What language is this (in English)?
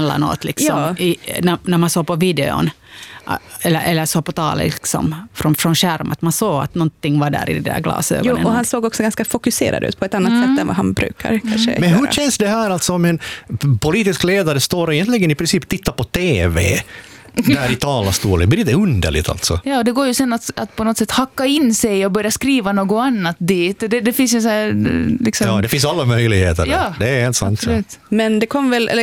Swedish